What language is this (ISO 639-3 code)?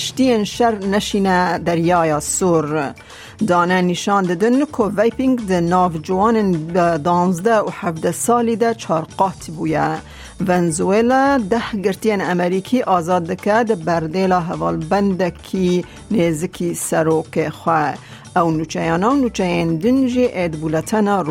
kur